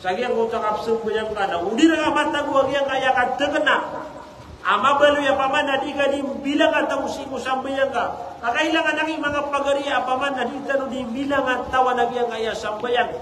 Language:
Maranao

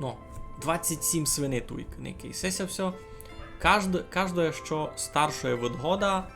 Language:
Rusyn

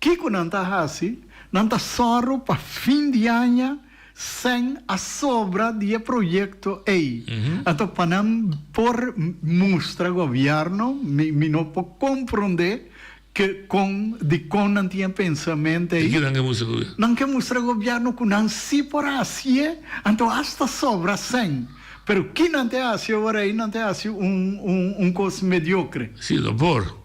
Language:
Papiamento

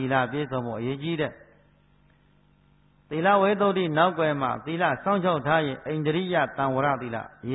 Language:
Burmese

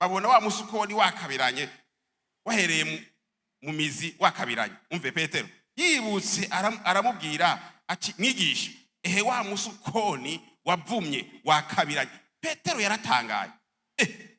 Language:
Rundi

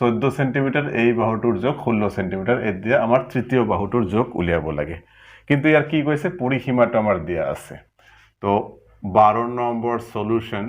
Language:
Assamese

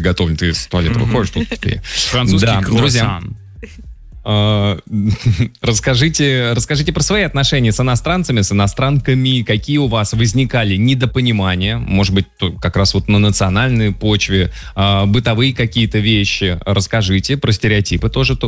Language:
Russian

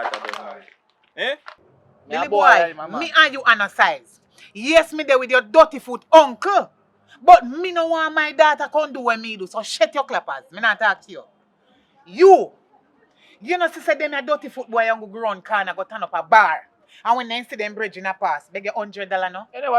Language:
Jamaican Creole English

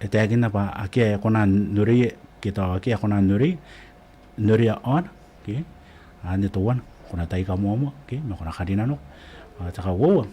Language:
Gilbertese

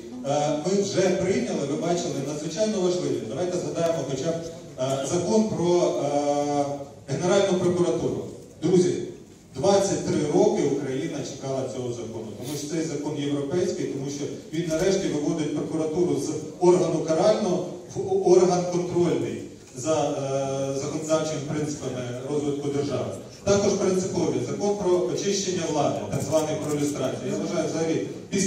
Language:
Ukrainian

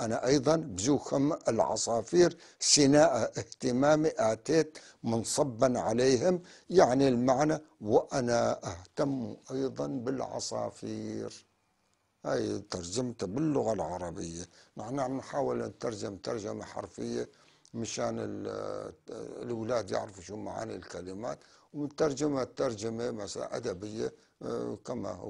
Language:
North Levantine Arabic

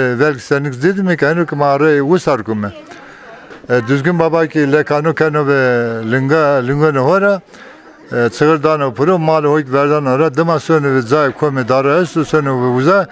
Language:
Zaza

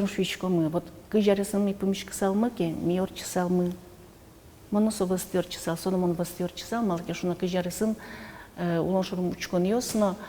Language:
Udmurt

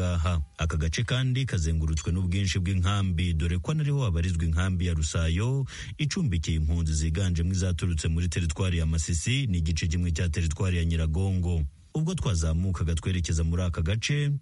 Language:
Kinyarwanda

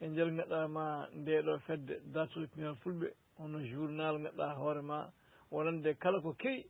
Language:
Fula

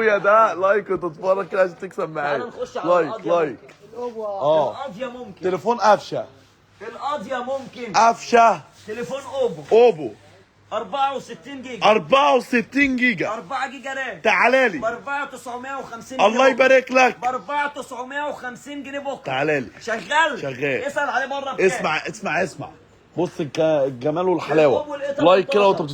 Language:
Egyptian Arabic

